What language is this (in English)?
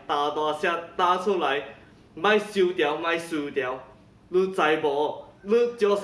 Min Nan Chinese